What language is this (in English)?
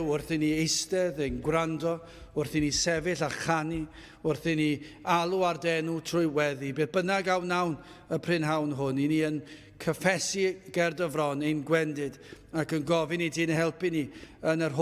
Welsh